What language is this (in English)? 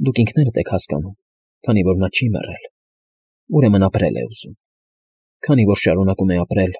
Armenian